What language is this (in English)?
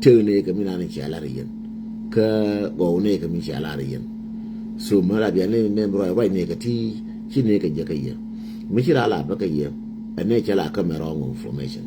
Nuer